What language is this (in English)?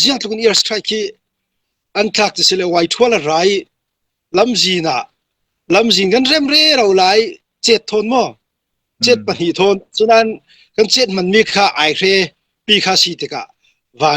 Falam Chin